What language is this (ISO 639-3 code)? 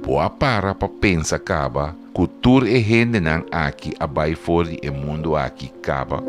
pap